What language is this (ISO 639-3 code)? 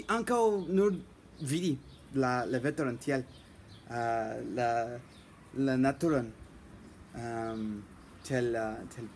epo